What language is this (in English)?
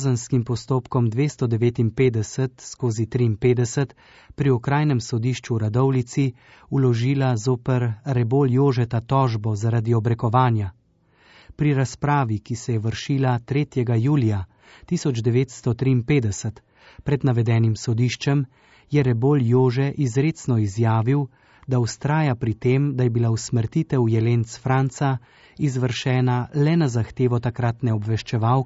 Slovenian